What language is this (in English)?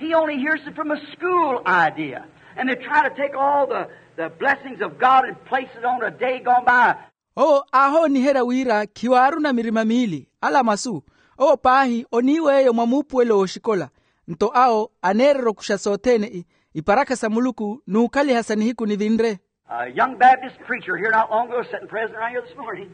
Makhuwa